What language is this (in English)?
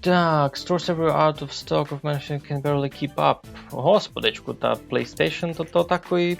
Rusyn